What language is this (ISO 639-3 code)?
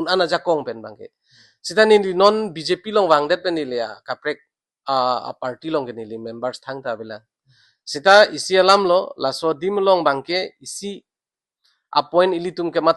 mjw